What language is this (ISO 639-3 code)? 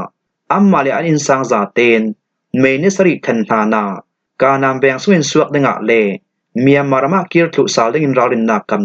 cfm